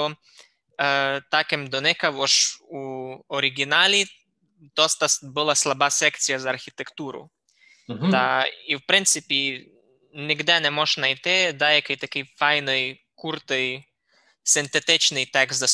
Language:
Rusyn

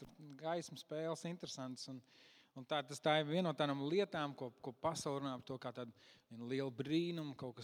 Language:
Latvian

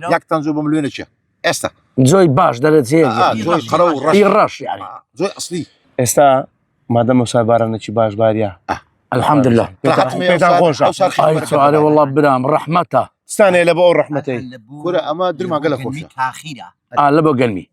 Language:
Central Kurdish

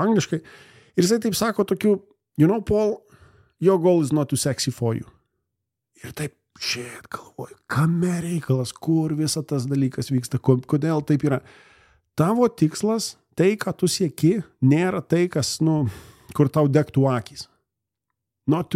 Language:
Lithuanian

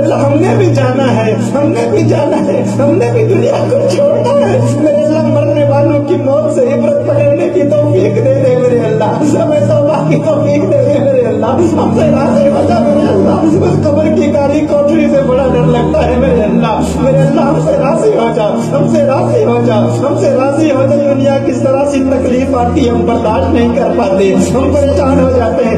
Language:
Urdu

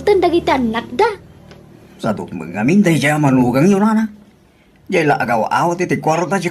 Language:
Iloko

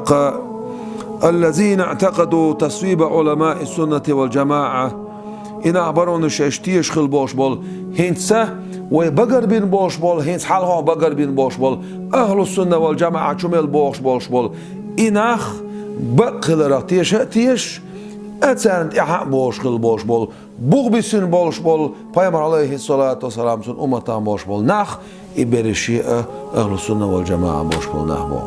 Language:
Chechen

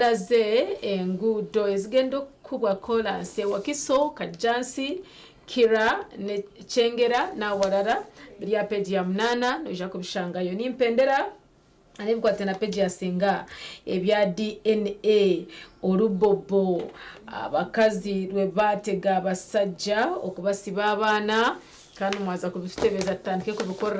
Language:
Nyankole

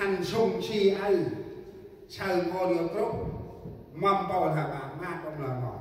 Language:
Central Mnong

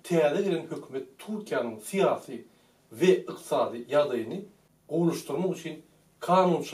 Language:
Turkmen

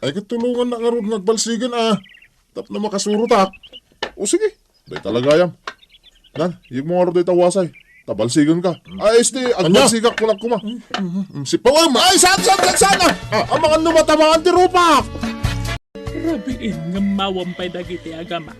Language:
Iloko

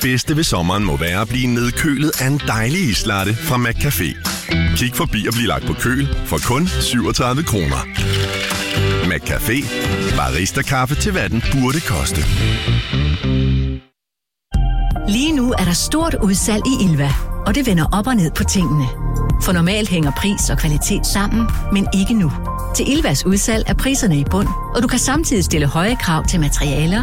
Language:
Danish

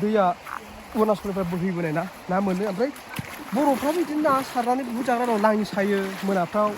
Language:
Bodo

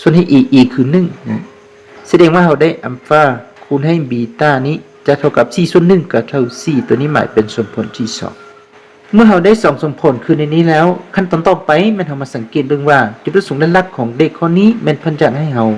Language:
Lao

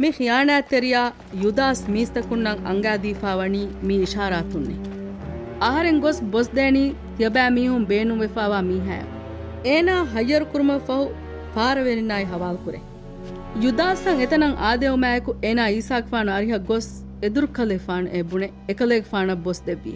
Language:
Divehi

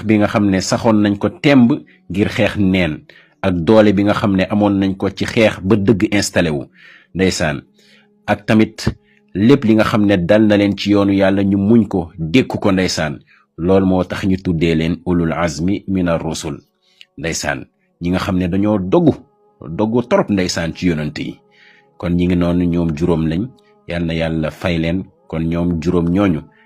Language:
Wolof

